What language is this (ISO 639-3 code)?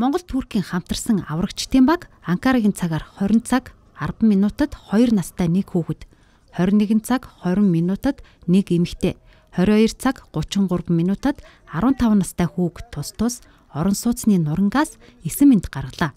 mon